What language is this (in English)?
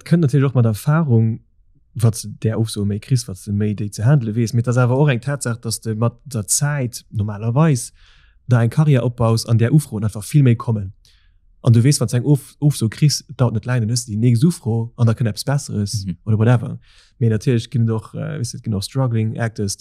Luxembourgish